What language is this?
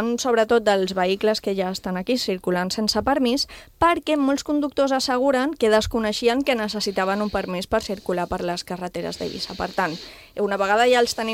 Catalan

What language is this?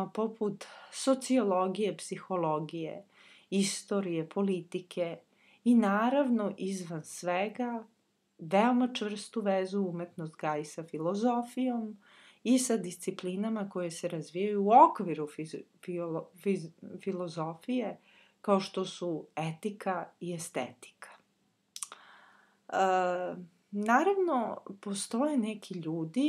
Serbian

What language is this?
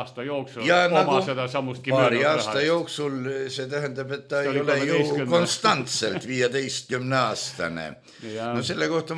Estonian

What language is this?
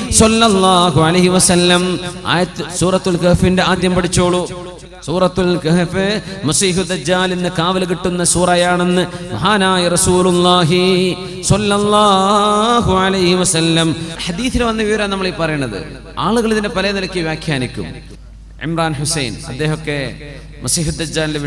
Malayalam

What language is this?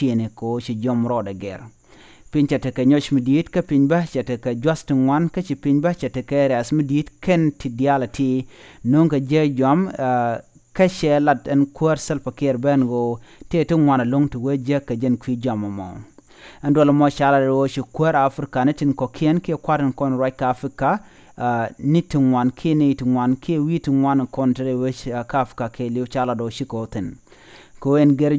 Nuer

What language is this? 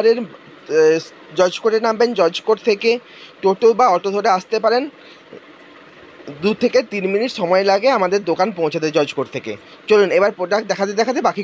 Bangla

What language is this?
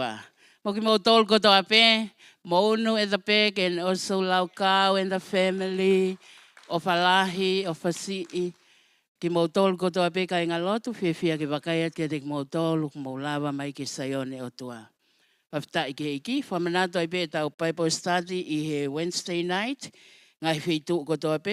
Tongan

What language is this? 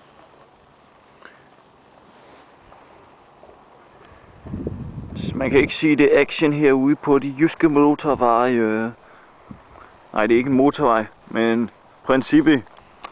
Danish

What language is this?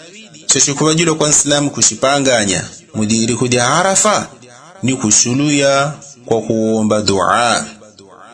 Yao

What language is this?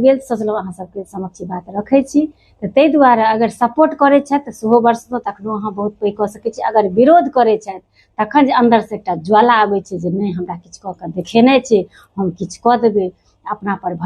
Maithili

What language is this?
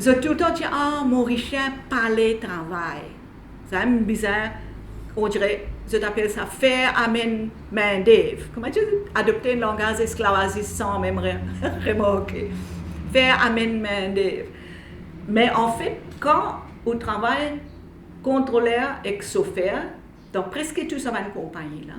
Morisyen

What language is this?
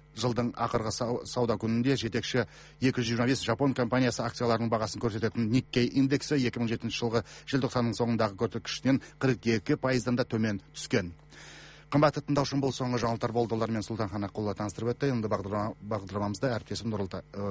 Kazakh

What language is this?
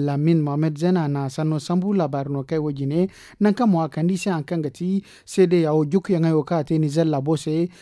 Zarma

